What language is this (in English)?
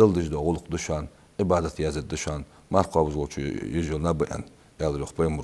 Ingush